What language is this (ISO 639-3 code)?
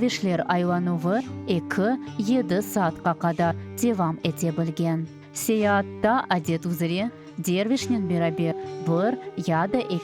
crh